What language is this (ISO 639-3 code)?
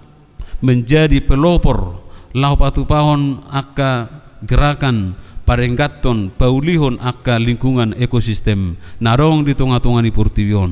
bbc